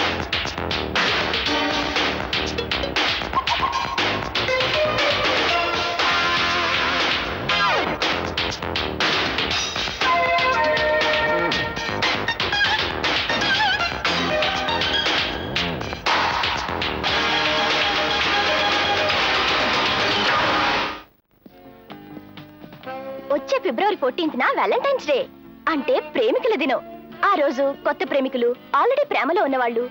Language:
Telugu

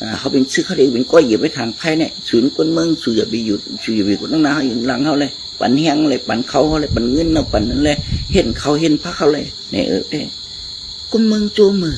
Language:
Shan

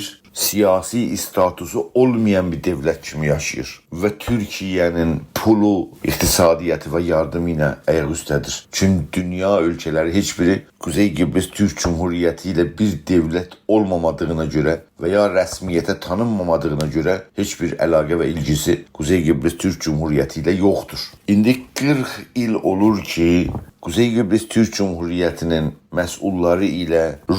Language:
South Azerbaijani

